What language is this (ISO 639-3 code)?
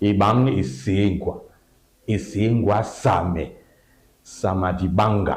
dua